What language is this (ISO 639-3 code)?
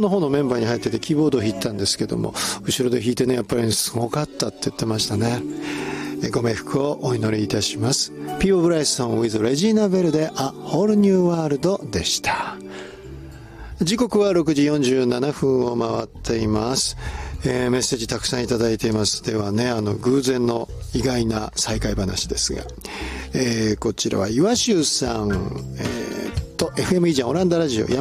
jpn